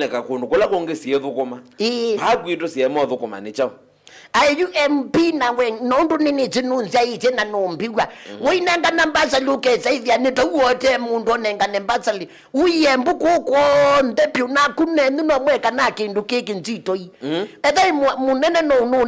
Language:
Kamba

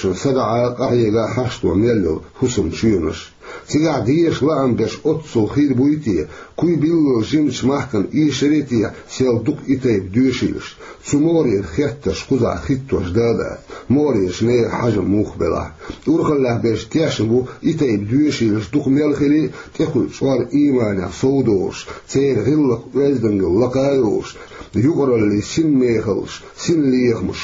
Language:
Chechen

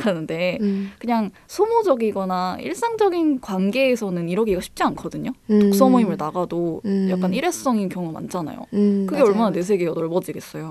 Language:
Korean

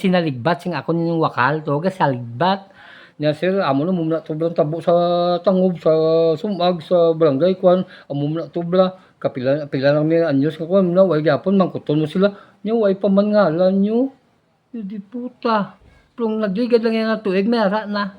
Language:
Hiligaynon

